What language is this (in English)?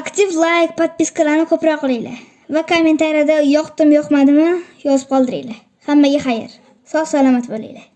Uzbek